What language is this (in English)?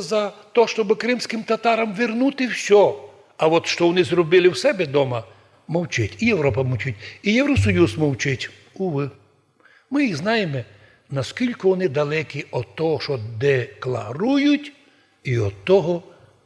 Rusyn